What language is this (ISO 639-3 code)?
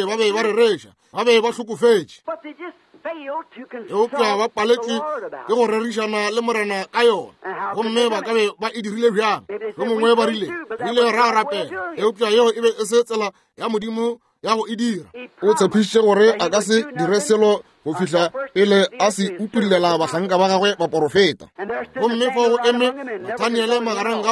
nso